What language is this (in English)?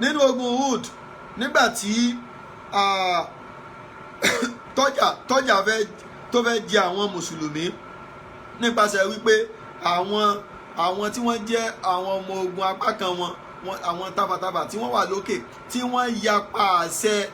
Yoruba